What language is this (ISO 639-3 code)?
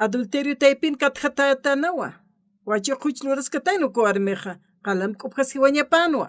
aym